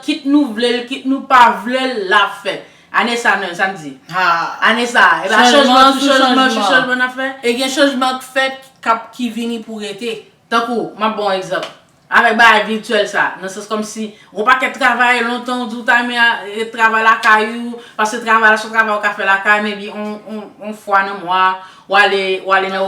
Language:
Haitian Creole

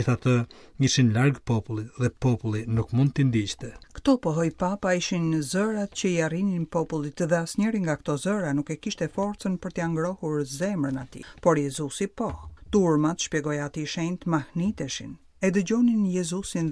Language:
Albanian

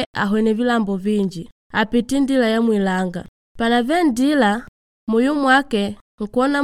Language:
Makonde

